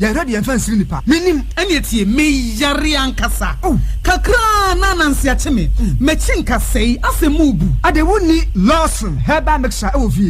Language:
Akan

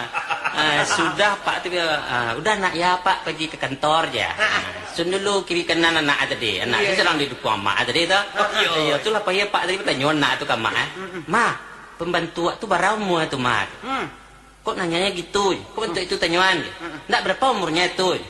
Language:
Minangkabau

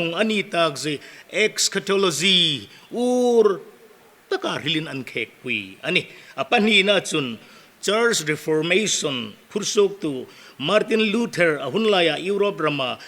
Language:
Hmar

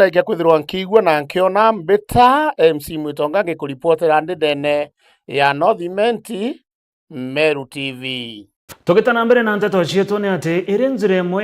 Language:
Meru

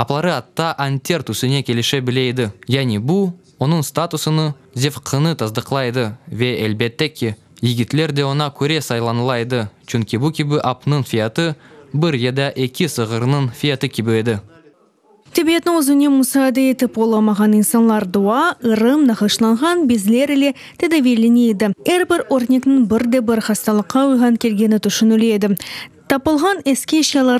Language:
Crimean Tatar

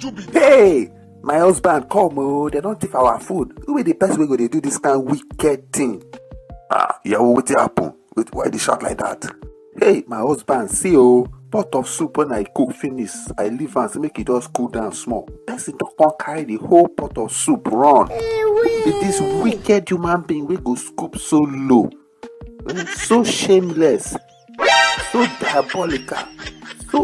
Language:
Nigerian Pidgin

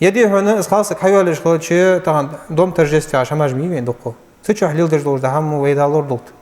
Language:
Ingush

